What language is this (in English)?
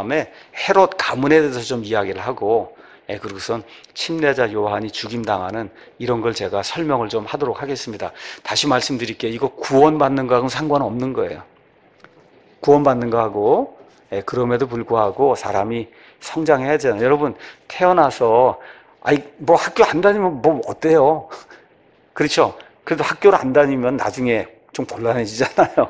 Korean